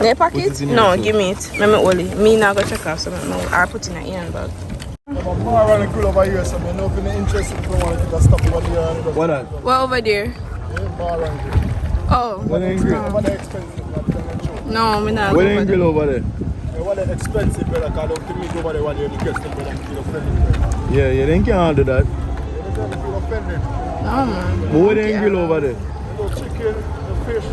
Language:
Jamaican Creole English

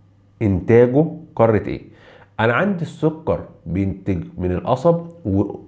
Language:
Egyptian Arabic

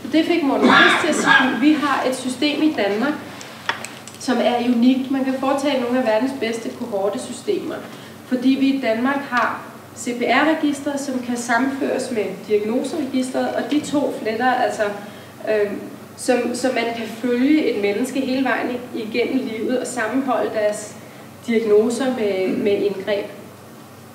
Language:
Danish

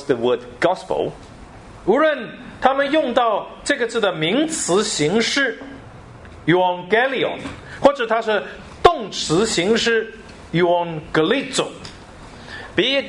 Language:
Chinese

